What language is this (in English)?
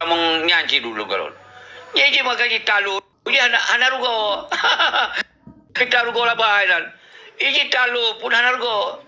Achinese